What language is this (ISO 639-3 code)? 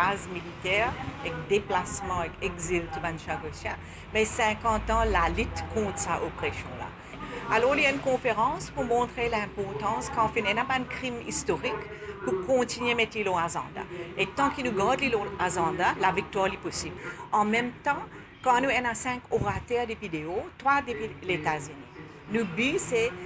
mfe